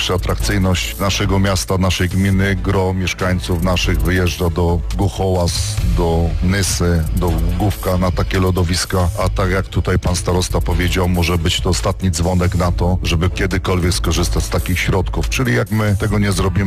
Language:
Polish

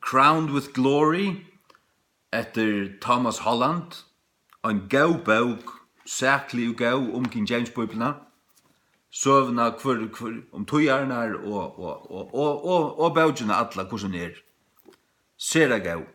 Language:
Faroese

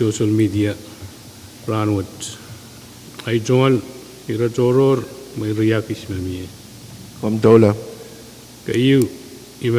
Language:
Pohnpeian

